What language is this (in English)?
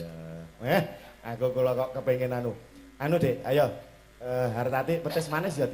Javanese